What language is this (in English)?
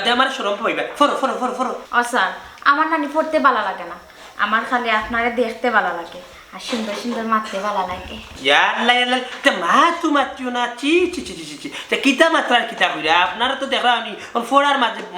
Sylheti